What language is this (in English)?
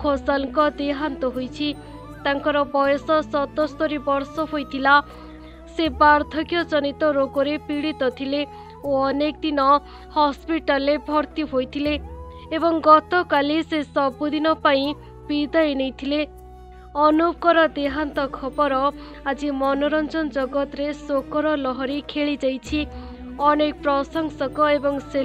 Odia